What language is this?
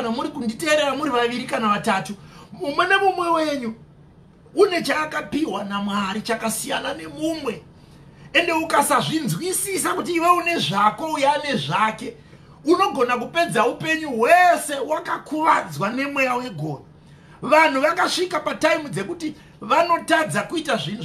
Shona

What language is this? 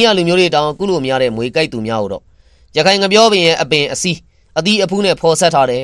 Burmese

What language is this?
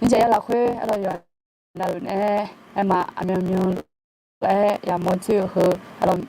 Akha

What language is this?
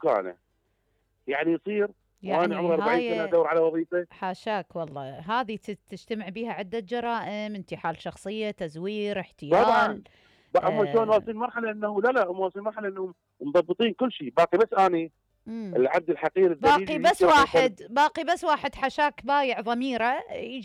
Mesopotamian Arabic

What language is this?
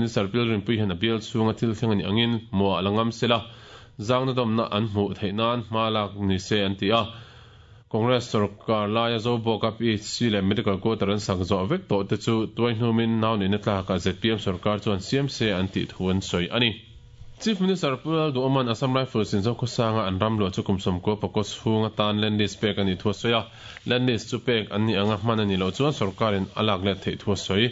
Mizo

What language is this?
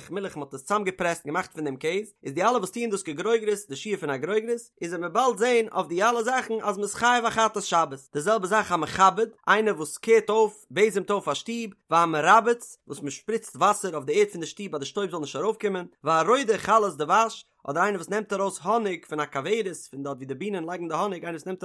Yiddish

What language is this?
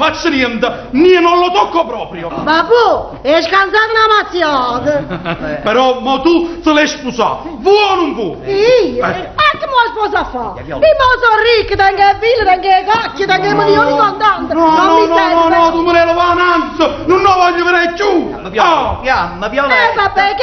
Neapolitan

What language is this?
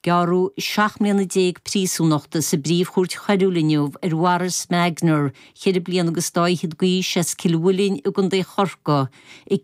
Irish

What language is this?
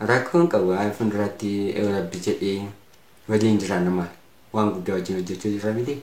Oromo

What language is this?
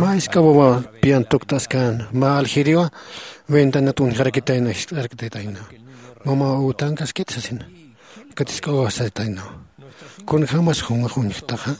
Aymara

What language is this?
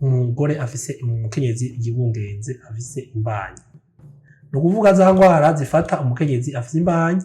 Rundi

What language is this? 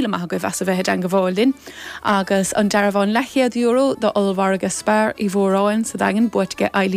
Irish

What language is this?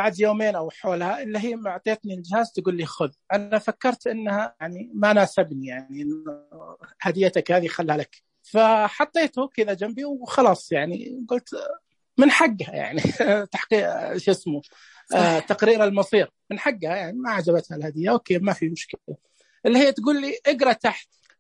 Najdi Arabic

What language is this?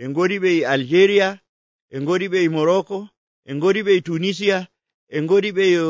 Nigerian Fulfulde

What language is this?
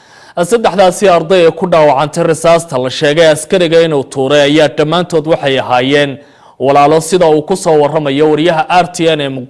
Somali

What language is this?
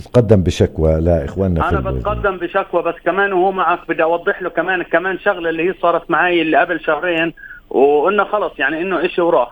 North Levantine Arabic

